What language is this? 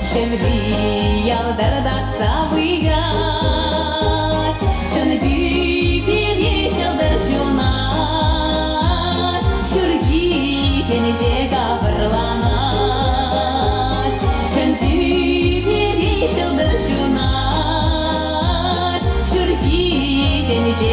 Chuvash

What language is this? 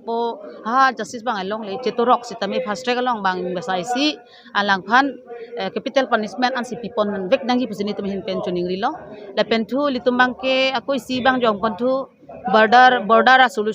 Karbi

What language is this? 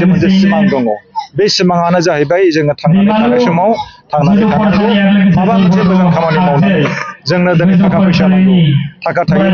Bodo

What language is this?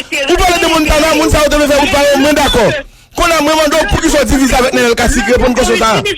Haitian Creole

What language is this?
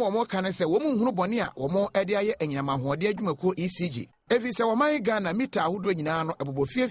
Akan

